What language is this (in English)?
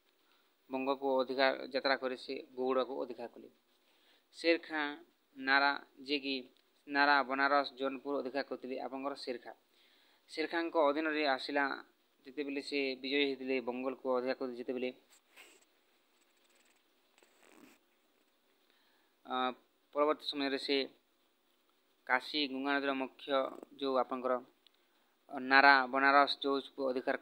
Odia